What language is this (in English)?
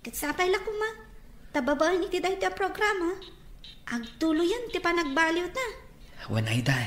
Iloko